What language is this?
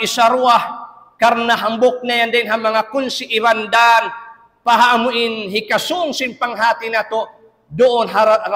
Tausug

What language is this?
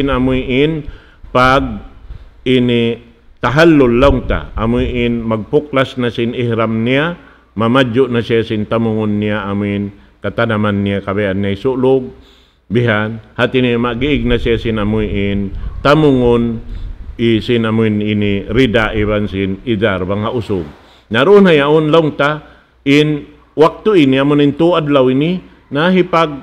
Tausug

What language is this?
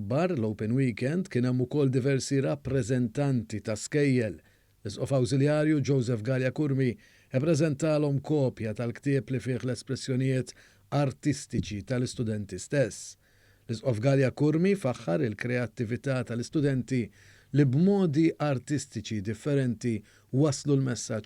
Maltese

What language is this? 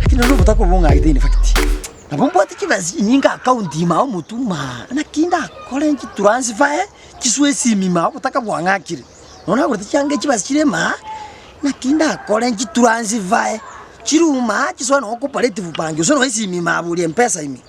Gusii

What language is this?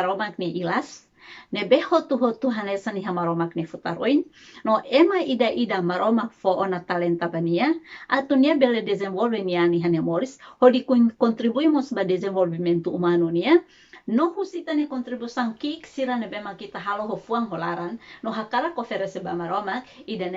Tetum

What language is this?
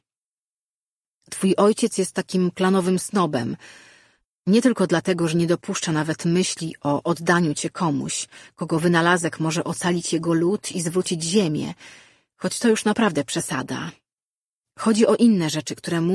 Polish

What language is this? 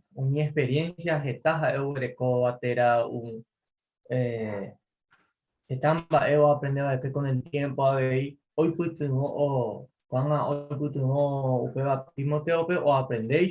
Guarani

